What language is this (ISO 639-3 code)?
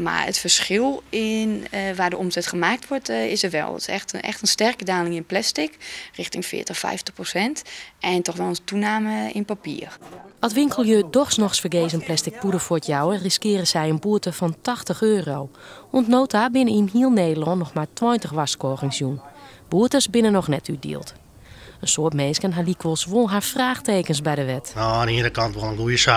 fry